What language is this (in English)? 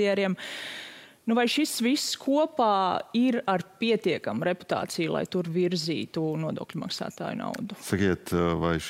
Latvian